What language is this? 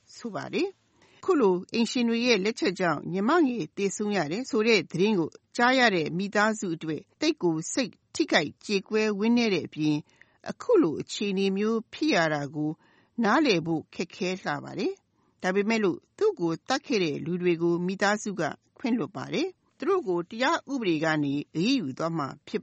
Burmese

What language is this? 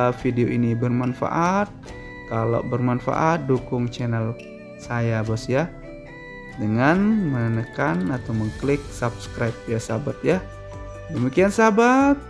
Indonesian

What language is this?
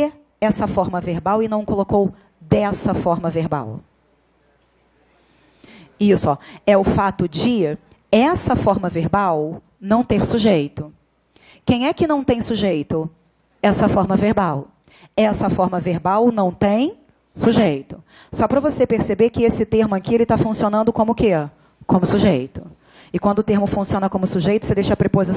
Portuguese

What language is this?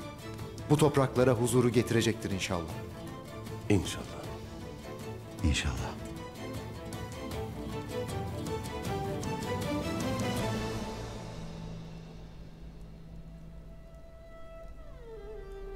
Turkish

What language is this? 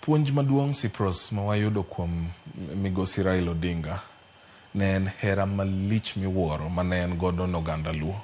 Luo (Kenya and Tanzania)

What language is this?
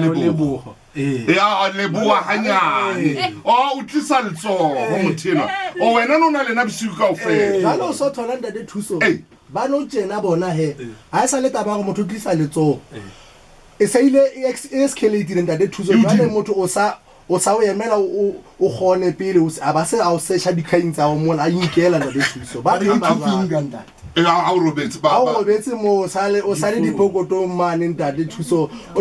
Southern Sotho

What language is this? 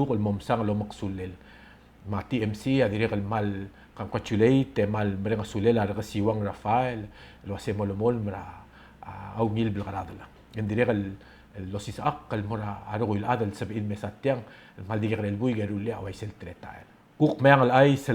Palauan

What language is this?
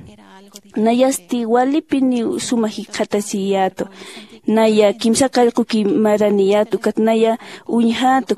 Aymara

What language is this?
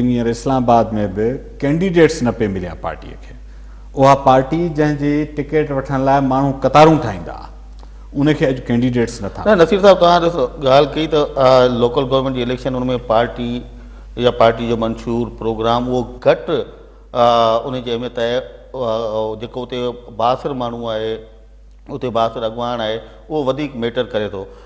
Sindhi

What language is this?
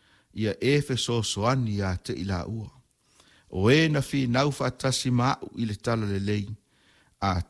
Samoan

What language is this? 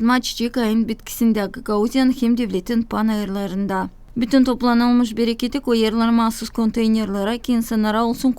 Gagauz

